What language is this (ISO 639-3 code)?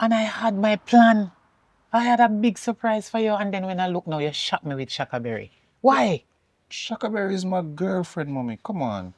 jam